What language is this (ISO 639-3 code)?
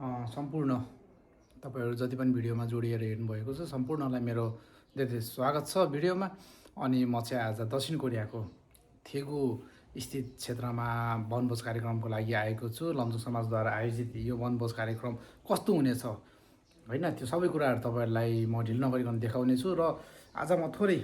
nep